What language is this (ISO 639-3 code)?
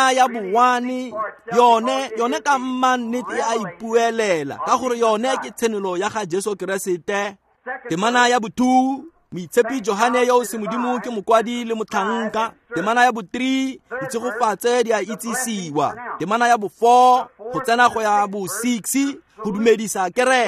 tsn